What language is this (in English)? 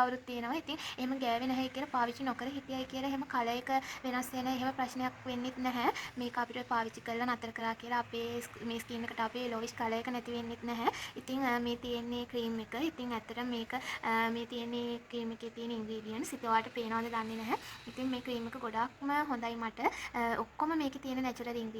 Sinhala